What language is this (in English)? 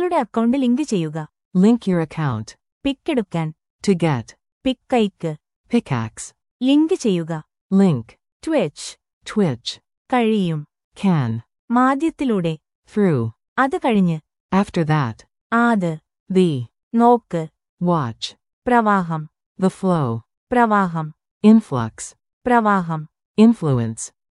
Malayalam